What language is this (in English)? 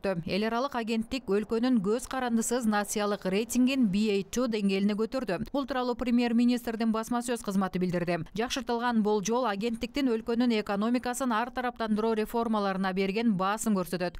Kyrgyz